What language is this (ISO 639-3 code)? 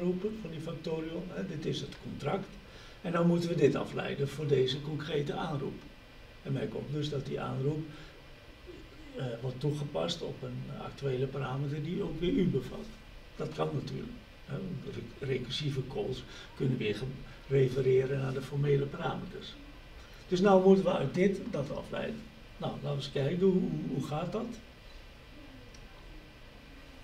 nld